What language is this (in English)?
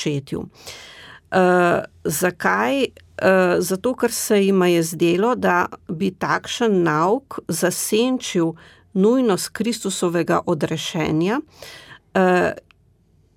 Slovenian